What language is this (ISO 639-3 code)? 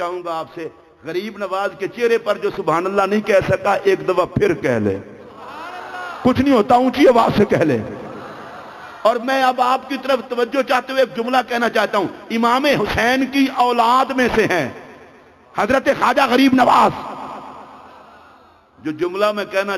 urd